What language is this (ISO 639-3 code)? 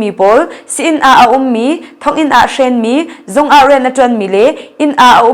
cnh